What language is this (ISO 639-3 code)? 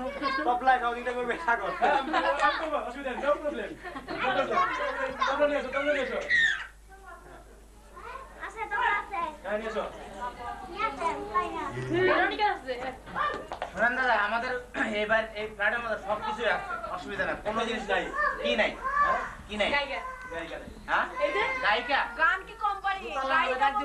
ben